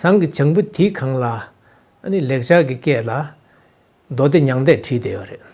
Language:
Tibetan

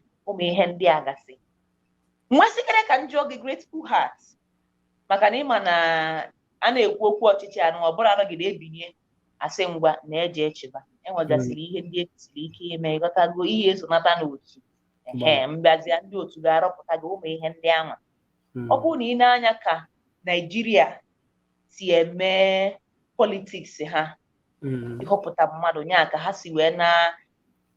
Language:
Igbo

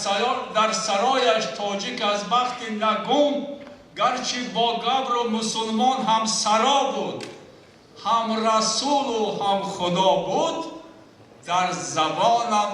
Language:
Tajik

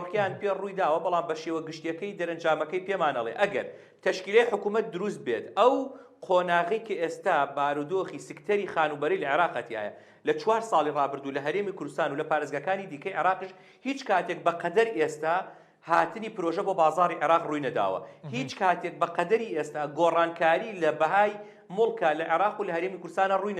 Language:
Central Kurdish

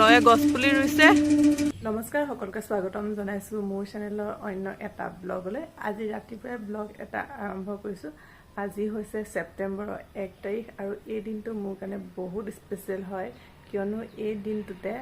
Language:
Assamese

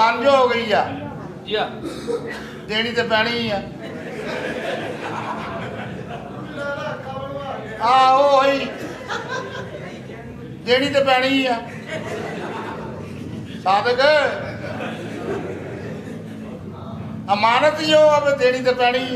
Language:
Punjabi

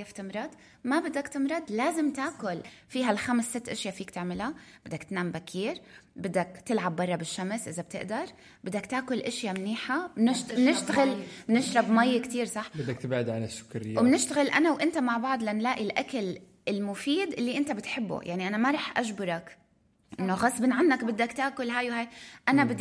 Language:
North Levantine Arabic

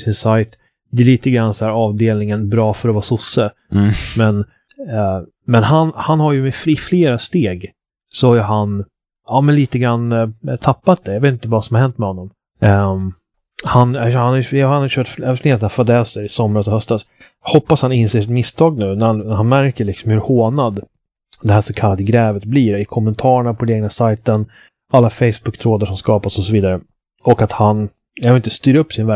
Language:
Swedish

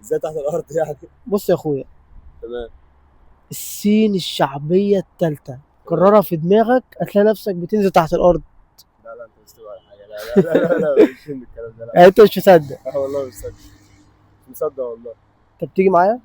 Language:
Egyptian Arabic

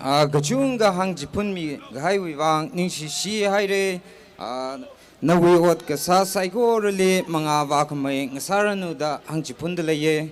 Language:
Tangkhul Naga (India)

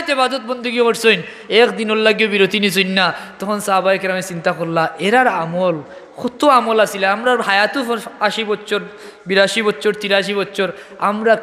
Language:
Sylheti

